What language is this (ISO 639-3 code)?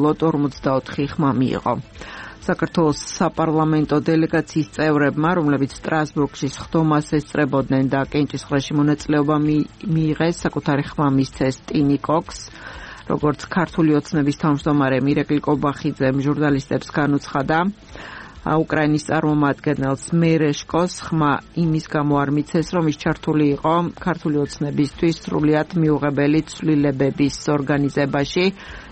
kat